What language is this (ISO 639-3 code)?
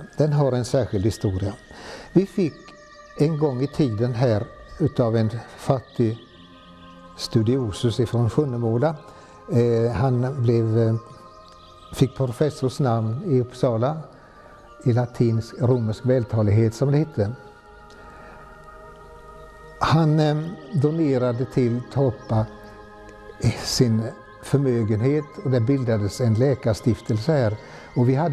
swe